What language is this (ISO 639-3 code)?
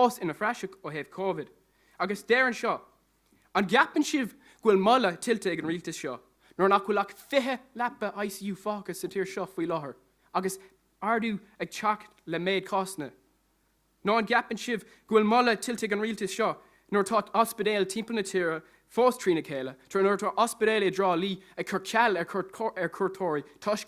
gle